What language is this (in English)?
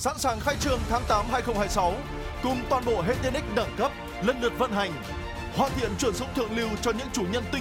Vietnamese